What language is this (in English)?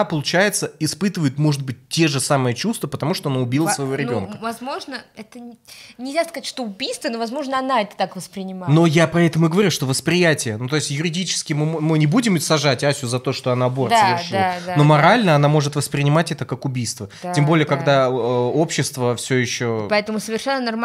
Russian